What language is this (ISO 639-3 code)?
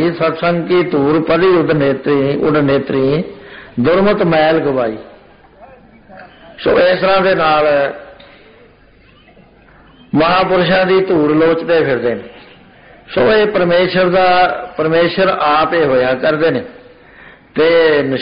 pan